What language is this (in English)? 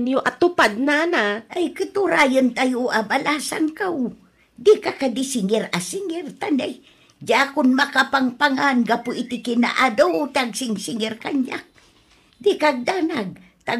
Iloko